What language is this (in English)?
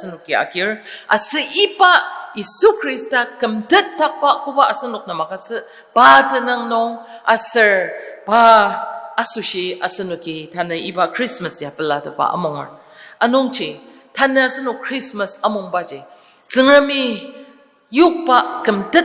Ao Naga